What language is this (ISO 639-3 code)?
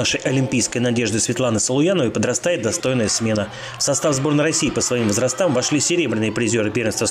rus